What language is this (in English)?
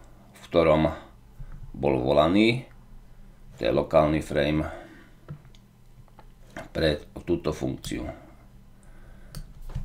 Slovak